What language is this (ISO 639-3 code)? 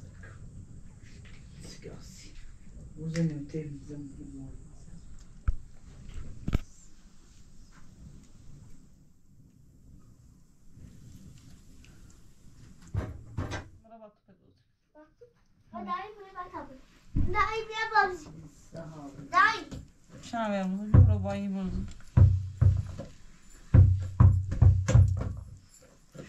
fas